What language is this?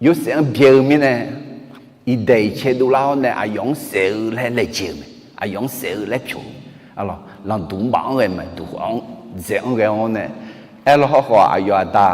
Akha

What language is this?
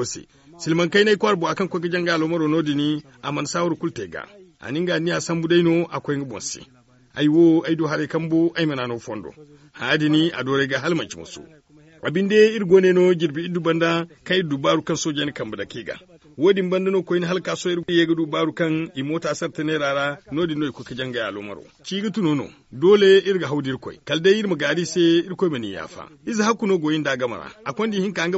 Zarma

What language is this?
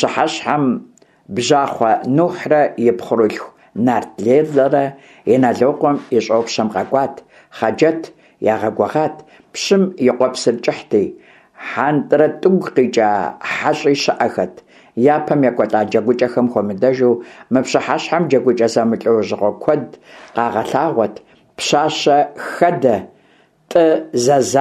Kabardian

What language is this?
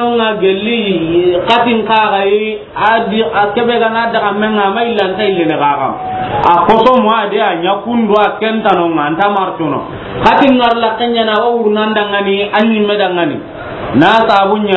Soninke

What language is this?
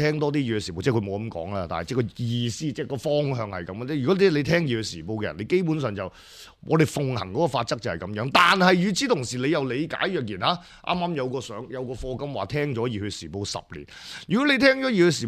Cantonese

